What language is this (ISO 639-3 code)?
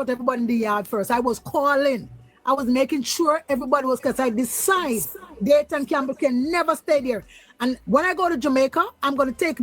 jam